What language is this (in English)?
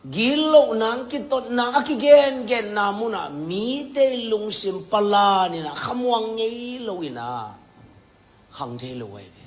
Tedim Chin